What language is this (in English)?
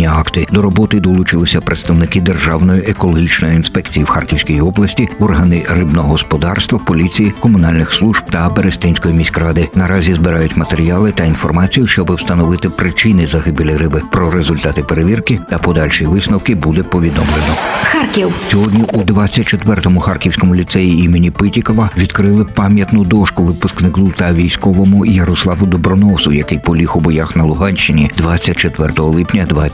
Ukrainian